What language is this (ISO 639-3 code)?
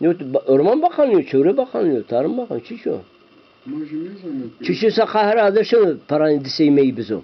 zza